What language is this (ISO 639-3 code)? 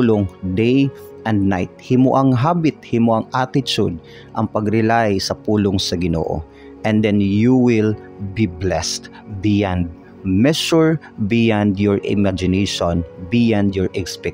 ceb